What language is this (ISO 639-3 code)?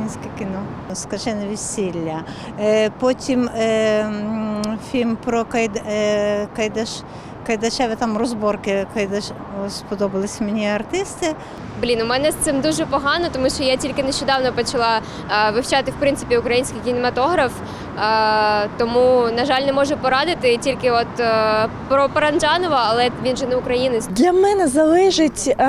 ukr